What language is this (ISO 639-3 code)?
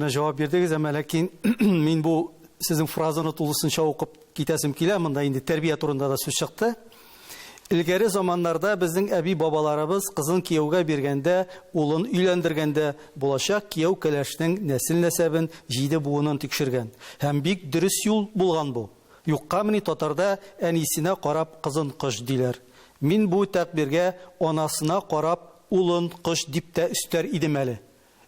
tat